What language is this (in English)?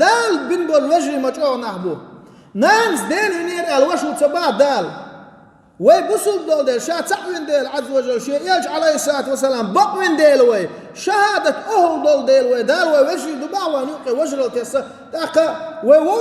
Chechen